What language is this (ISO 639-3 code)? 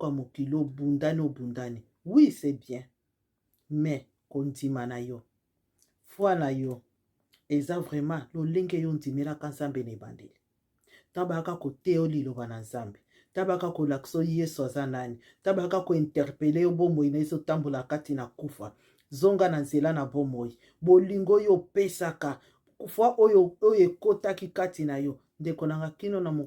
lin